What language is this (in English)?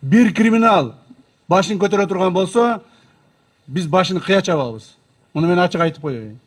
Kyrgyz